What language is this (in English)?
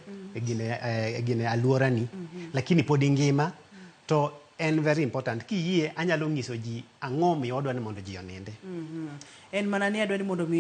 Luo (Kenya and Tanzania)